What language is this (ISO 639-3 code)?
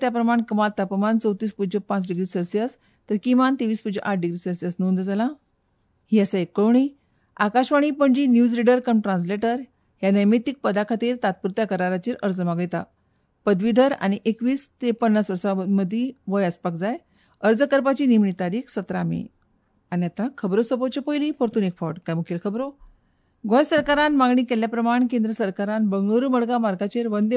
kok